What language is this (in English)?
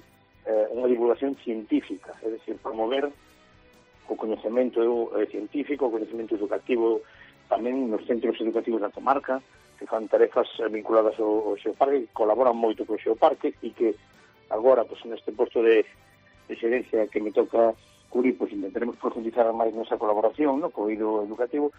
Galician